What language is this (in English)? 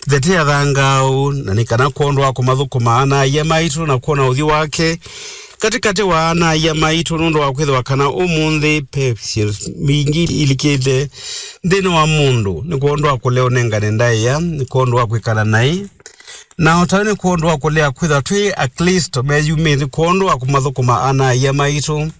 Kamba